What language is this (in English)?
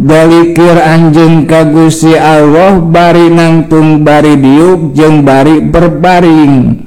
Sundanese